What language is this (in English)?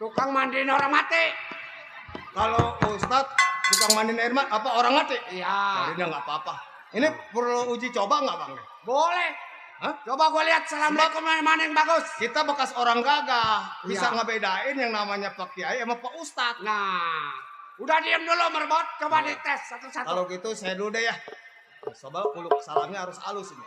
Betawi